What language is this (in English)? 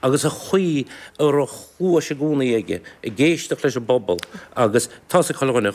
Irish